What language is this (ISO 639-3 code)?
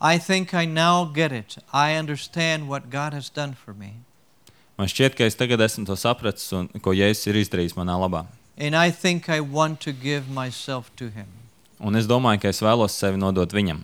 lav